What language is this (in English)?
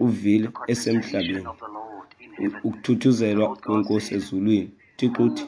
Xhosa